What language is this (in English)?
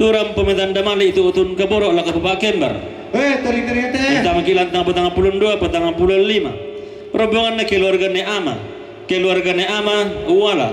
Toraja-Sa'dan